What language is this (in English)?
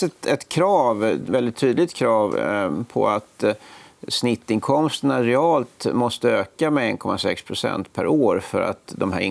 Swedish